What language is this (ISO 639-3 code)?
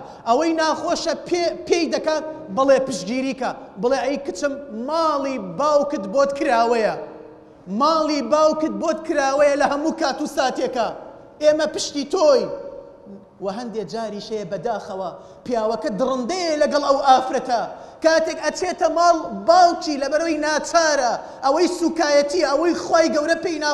ckb